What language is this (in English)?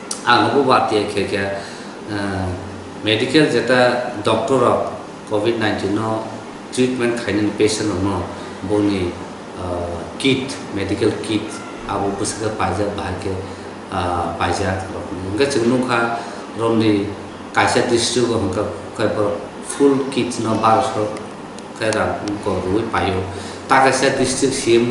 Kok Borok